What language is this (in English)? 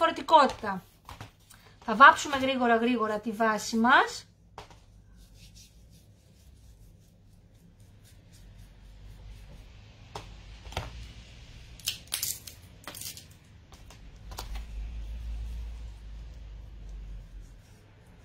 Greek